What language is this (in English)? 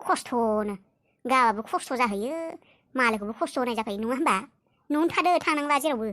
Bodo